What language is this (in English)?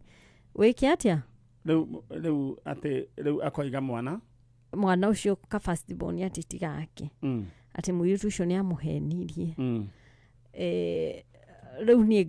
Kikuyu